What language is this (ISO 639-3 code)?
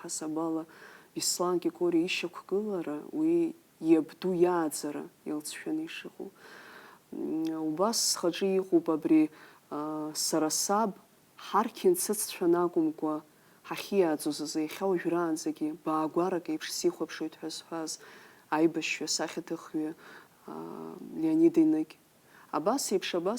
abk